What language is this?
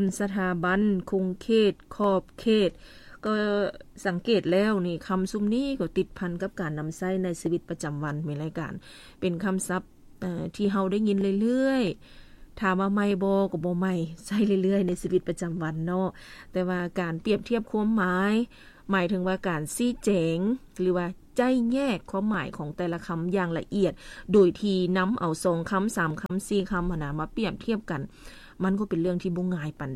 Lao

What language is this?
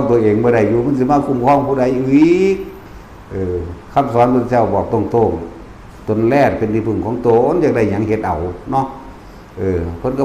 Northeastern Thai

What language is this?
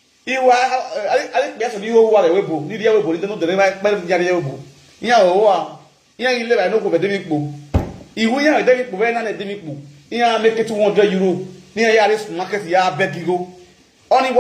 Nigerian Pidgin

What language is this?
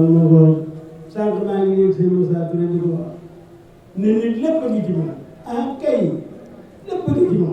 Wolof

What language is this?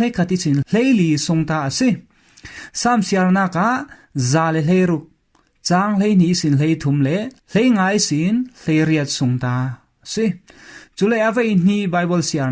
Falam Chin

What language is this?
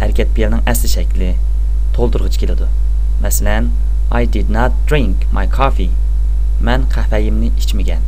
Uyghur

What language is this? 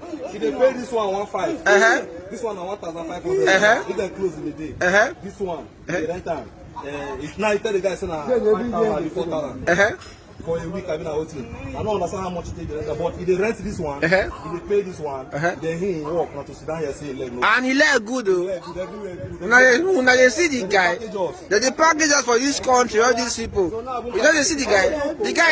Nigerian Pidgin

